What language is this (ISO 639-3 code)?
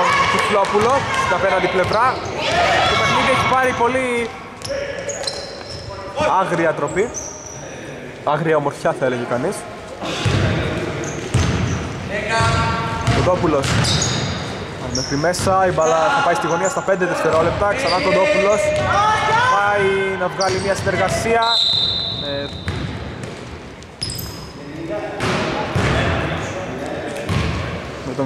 ell